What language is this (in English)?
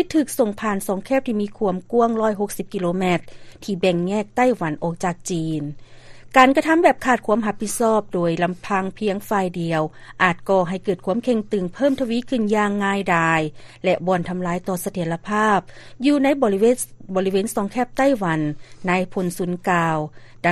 Lao